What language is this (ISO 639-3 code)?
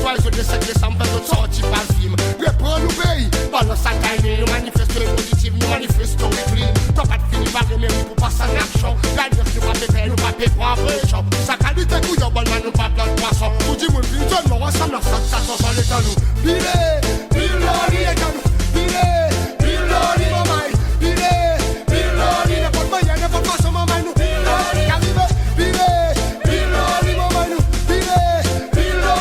crs